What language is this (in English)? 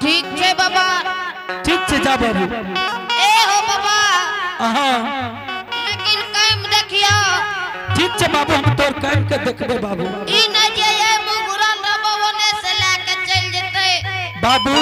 Angika